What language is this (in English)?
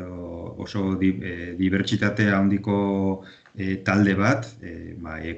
Basque